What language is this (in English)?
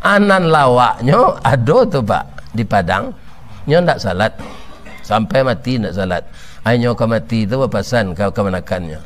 Minangkabau